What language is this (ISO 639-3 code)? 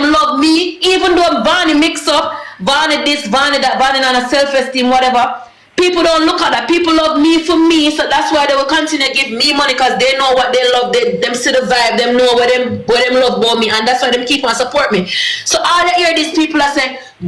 jam